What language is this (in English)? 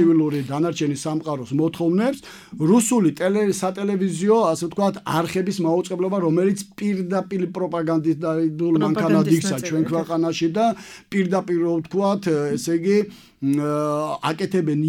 Georgian